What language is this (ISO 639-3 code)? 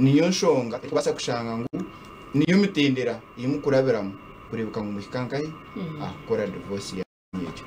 nyn